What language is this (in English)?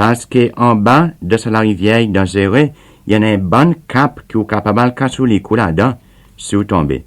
Seselwa Creole French